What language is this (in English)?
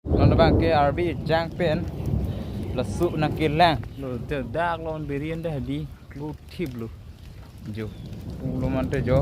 Karbi